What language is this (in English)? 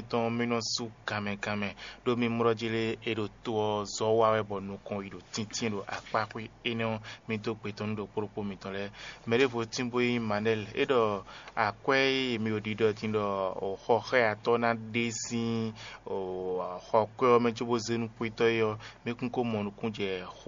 Fon